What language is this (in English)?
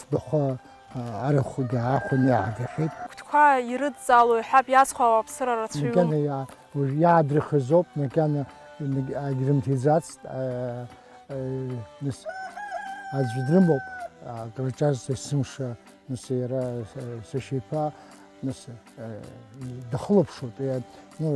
Abkhazian